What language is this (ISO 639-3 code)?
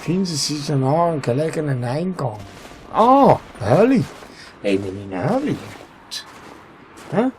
gsw